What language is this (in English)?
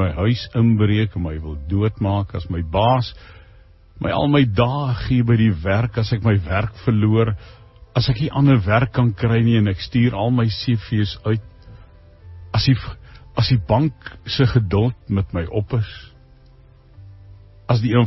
Afrikaans